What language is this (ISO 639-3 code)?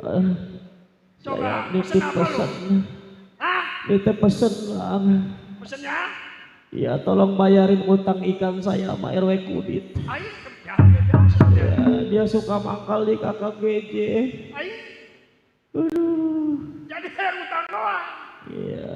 bew